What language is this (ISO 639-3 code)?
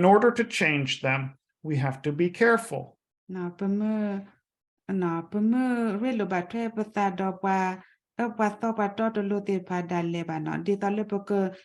ksw